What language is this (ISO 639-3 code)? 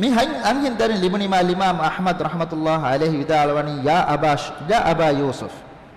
div